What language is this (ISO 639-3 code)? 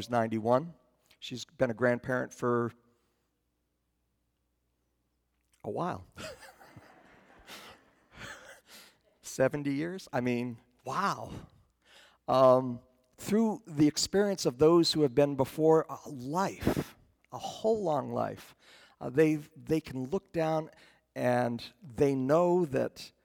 eng